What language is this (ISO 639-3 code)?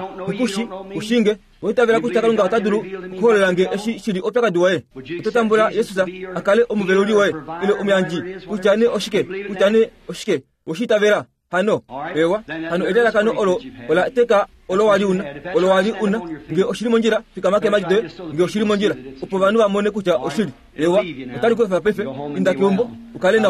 kua